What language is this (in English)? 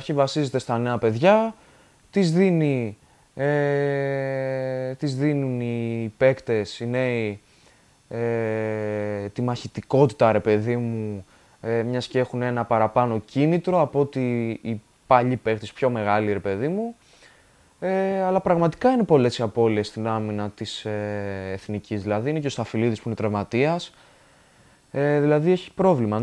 Greek